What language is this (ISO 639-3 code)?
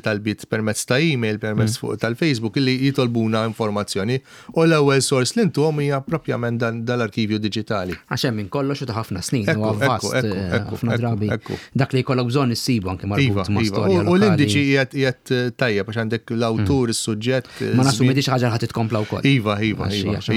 mlt